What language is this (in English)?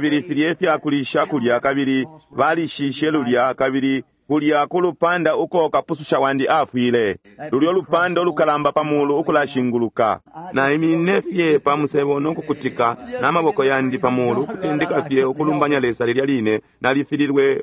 Bemba